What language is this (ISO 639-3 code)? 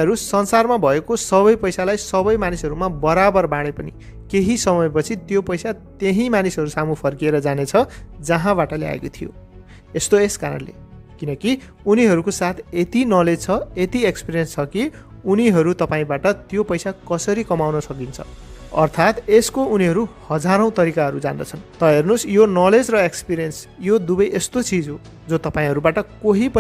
nep